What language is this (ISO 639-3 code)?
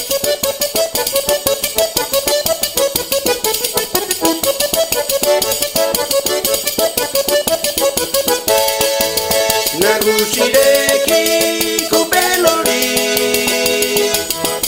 eus